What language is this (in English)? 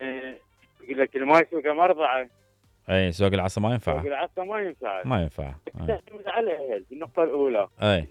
Mesopotamian Arabic